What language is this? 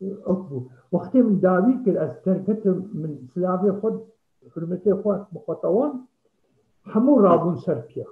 Kurdish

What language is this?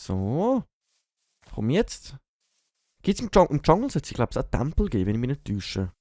Swiss German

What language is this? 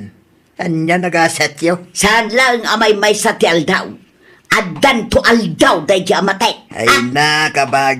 Iloko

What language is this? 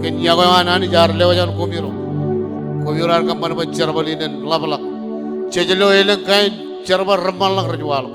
Marshallese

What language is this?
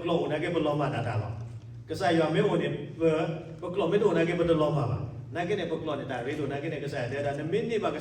S'gaw Karen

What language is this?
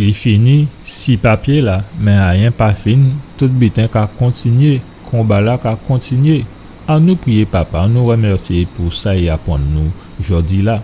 Guadeloupean Creole French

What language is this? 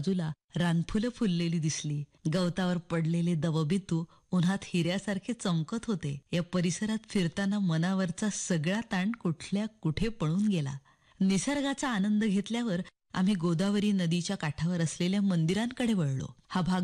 Marathi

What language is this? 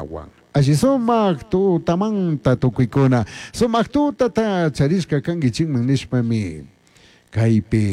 Chimborazo Highland Quichua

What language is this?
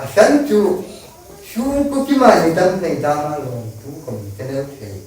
Hmar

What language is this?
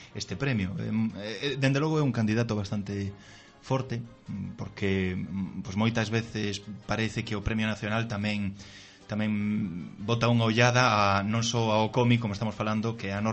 Galician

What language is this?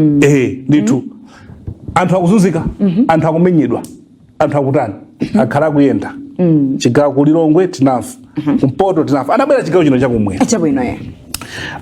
Nyanja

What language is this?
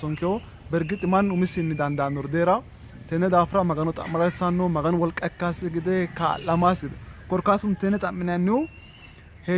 Sidamo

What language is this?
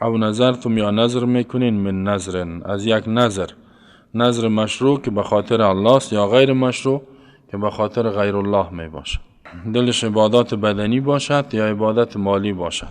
Persian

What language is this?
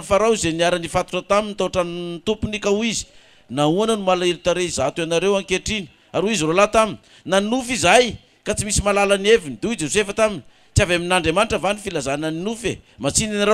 Malagasy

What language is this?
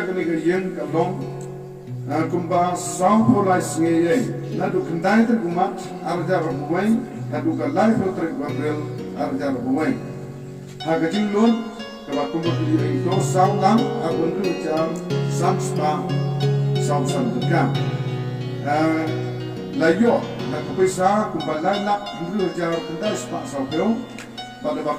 Khasi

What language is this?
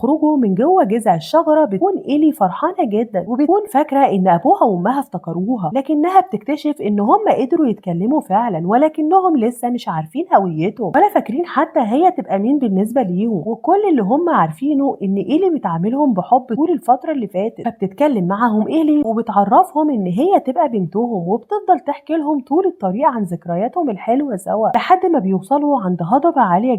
Egyptian Arabic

